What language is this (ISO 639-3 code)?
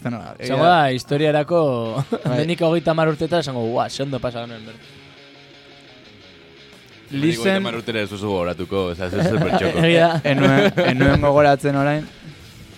eus